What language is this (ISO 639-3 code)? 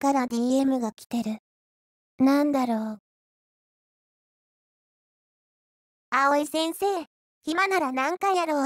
jpn